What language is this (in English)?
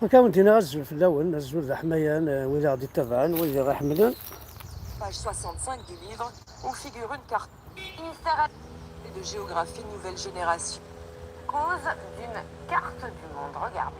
Kabyle